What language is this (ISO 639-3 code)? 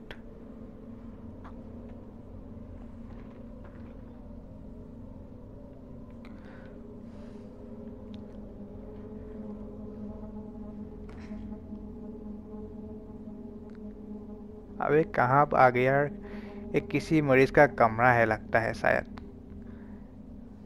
hin